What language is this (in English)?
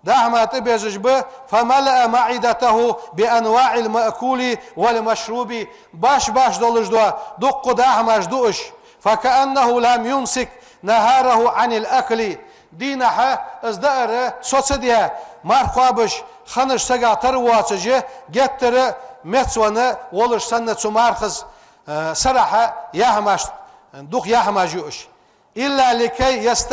Ingush